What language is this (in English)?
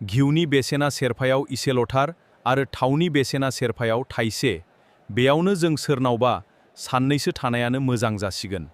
Bodo